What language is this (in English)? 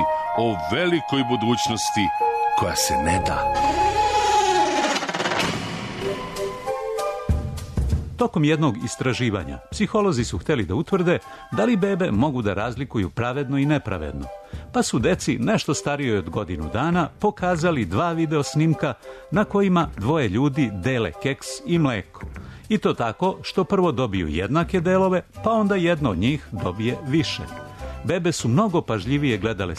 Serbian